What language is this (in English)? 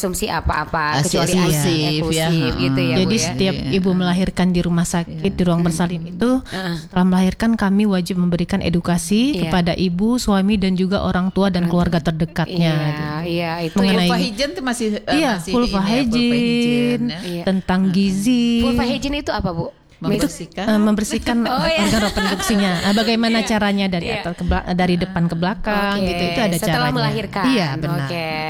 Indonesian